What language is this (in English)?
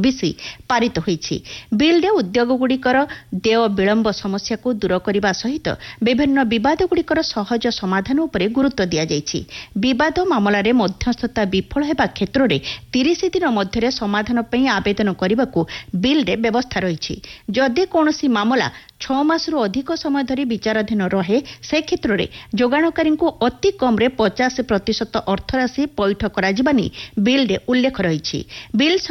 Odia